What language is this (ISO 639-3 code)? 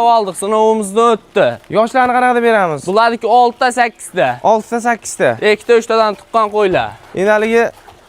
uzb